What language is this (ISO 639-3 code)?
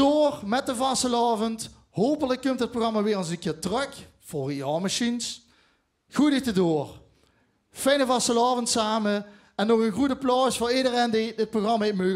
lim